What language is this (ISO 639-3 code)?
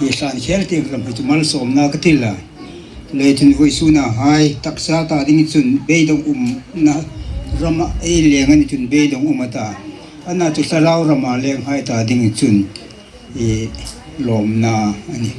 hmr